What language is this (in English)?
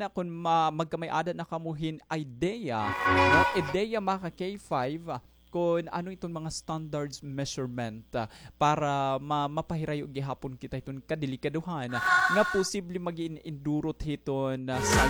Waray